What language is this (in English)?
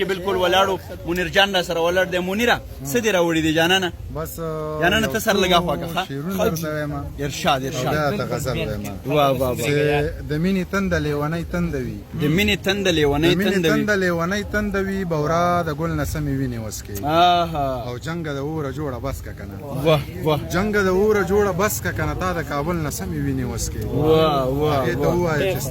Pashto